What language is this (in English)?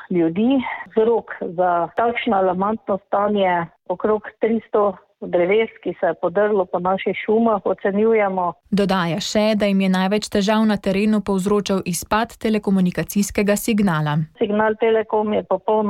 Slovenian